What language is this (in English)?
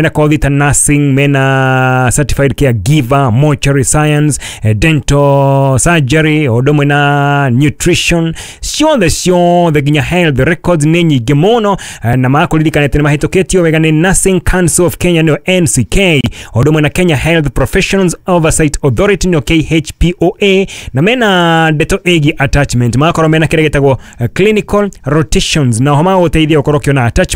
Kikuyu